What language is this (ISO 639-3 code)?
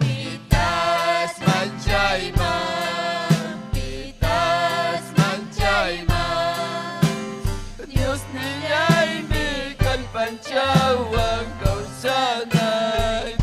quy